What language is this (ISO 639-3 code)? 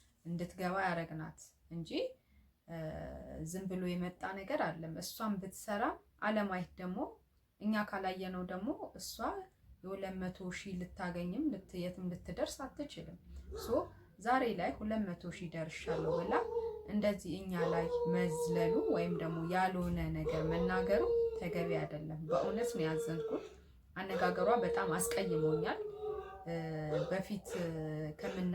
amh